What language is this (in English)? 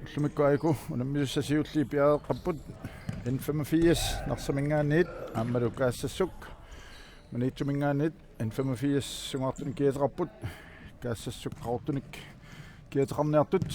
Kalaallisut